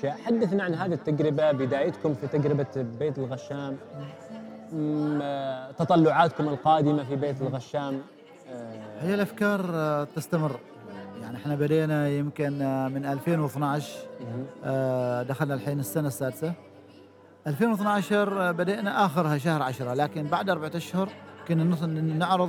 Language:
Gulf Arabic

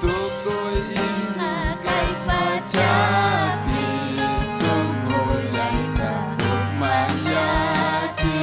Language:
Ayacucho Quechua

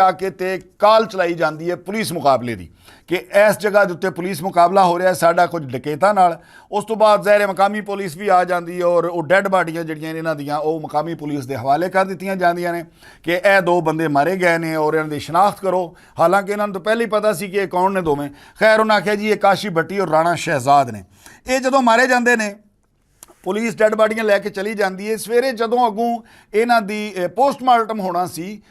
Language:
Western Panjabi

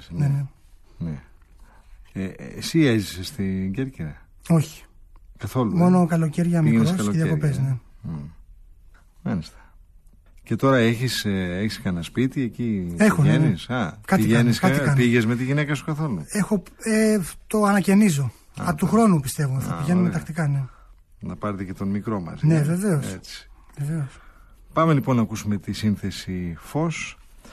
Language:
Greek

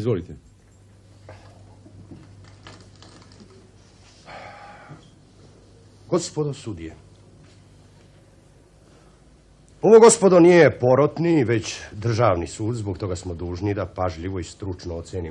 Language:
Serbian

